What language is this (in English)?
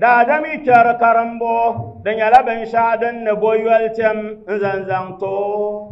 Dagbani